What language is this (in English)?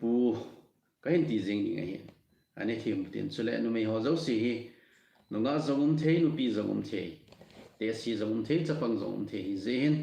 Thado Chin